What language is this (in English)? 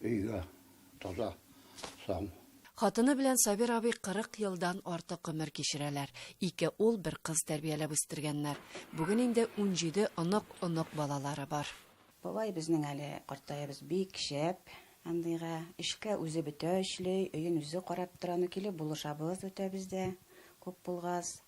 Tatar